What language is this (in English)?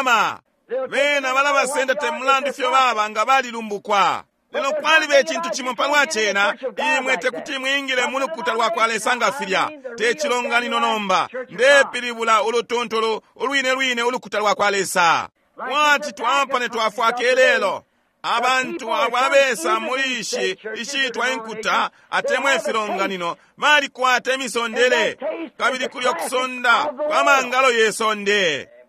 Bemba